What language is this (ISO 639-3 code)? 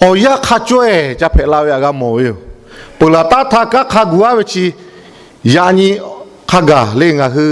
lhu